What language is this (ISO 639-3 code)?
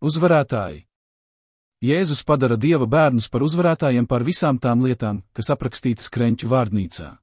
lav